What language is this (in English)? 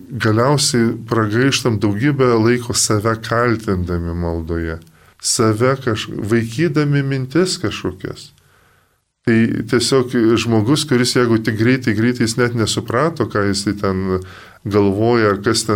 Lithuanian